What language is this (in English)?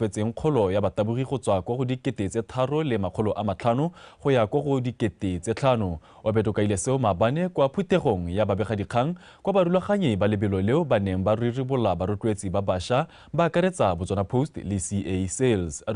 Tswana